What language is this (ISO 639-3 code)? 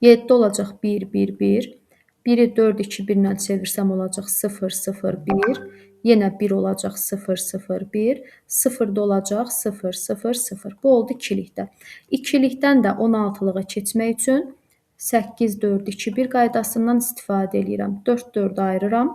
aze